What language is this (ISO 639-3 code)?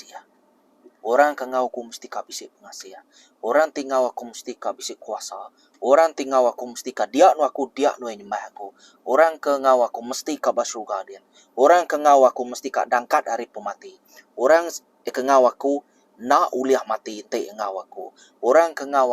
iba